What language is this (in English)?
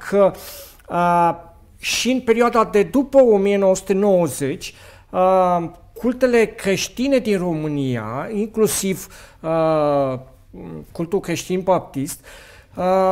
Romanian